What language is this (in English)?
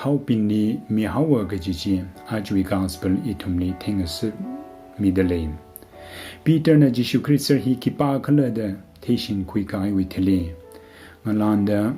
Tangkhul Naga (India)